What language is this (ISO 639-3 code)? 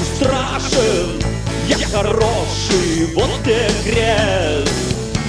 rus